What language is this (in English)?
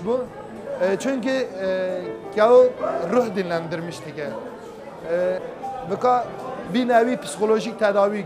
Kurdish